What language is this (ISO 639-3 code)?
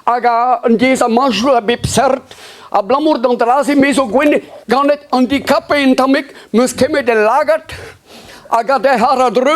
bre